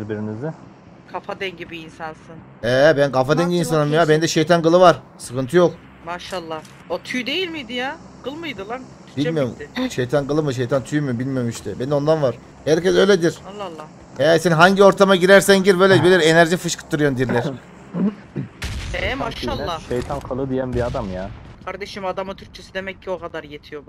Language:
Turkish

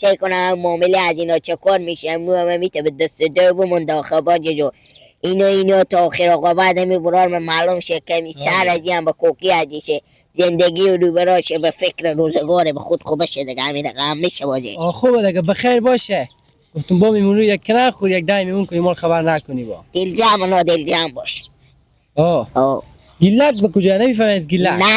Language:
Persian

